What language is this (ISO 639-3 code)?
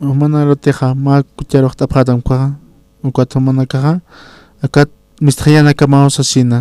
aym